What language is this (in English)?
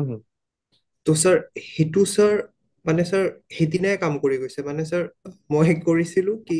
Assamese